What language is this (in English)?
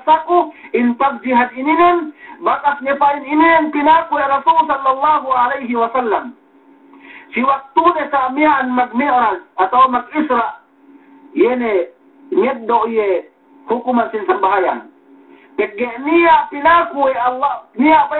Yakan